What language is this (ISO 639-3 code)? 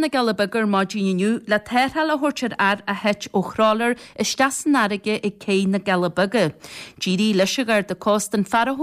gle